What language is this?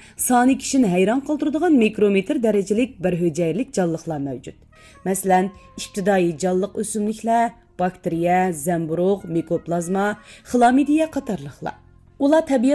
Uyghur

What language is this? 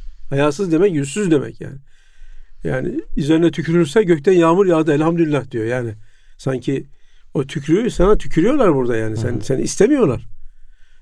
Turkish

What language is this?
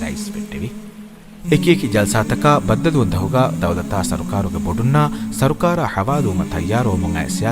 Divehi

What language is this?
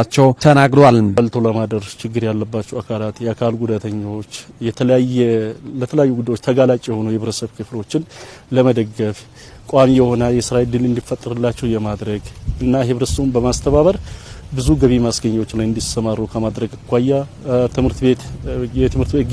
Amharic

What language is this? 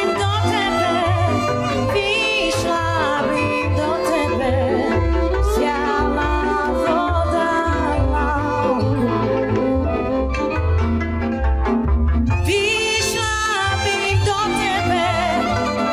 Slovak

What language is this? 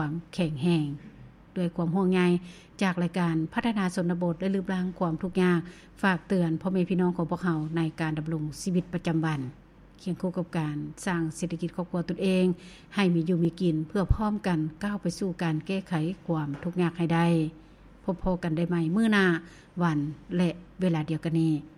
Lao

